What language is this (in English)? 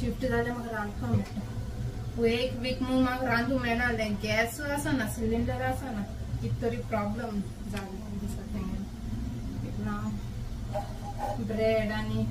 Konkani